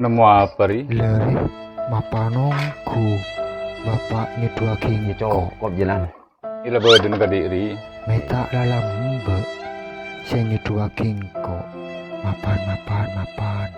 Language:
Madurese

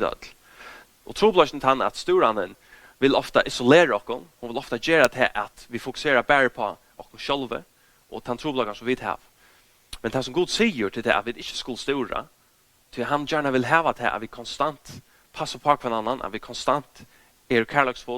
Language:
Faroese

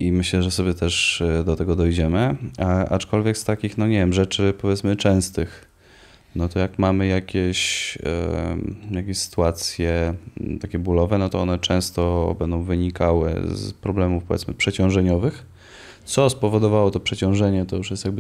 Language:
Polish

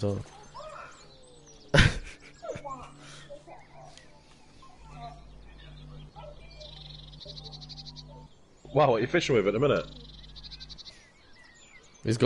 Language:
English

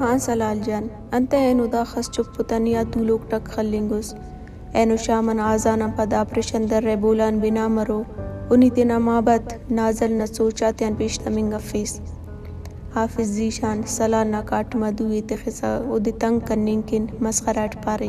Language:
Brahui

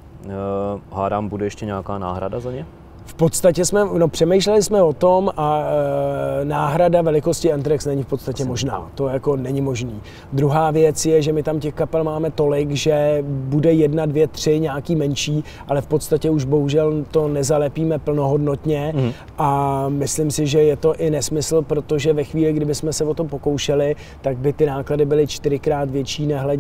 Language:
Czech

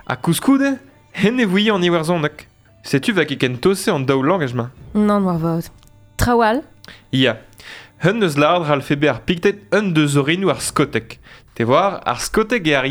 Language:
Breton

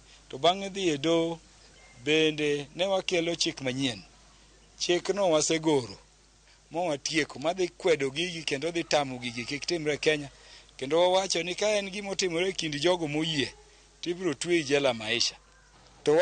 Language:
Luo (Kenya and Tanzania)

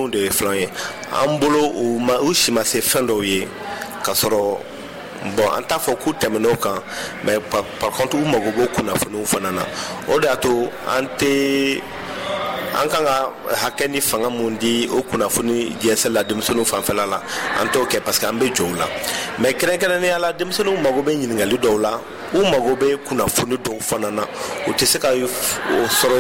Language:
Bambara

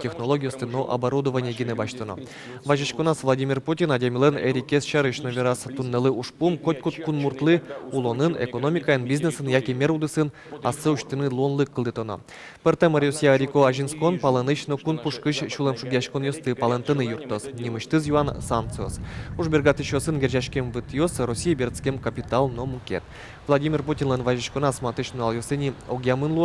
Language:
Udmurt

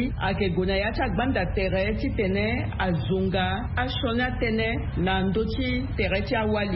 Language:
Sango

